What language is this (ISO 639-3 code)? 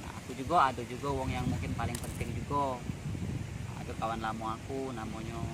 mui